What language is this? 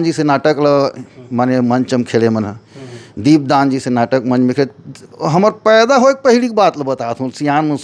Chhattisgarhi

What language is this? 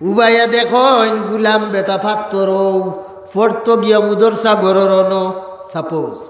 Sylheti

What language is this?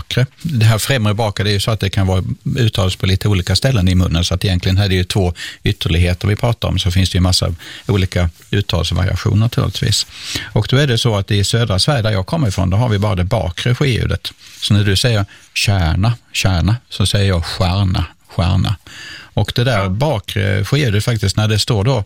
Swedish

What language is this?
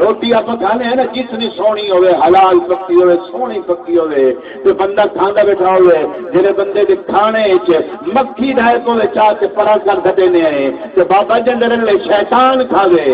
Saraiki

